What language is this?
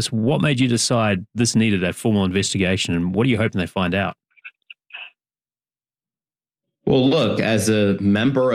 English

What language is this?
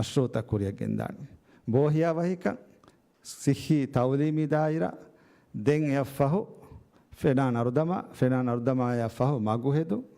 Divehi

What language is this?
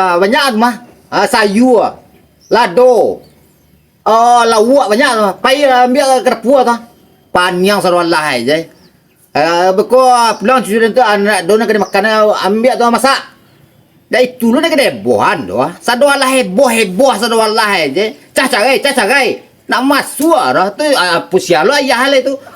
Minangkabau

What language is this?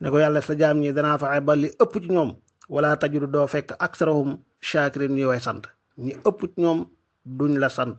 Wolof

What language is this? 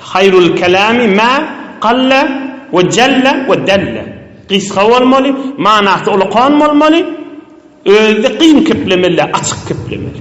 Turkmen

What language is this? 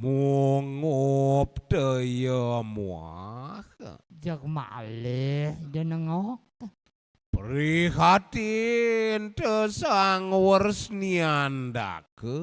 Balinese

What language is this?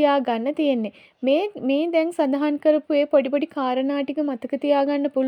Sinhala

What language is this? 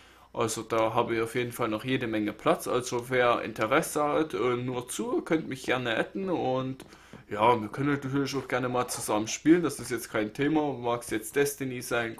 German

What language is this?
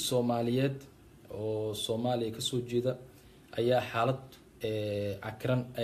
Somali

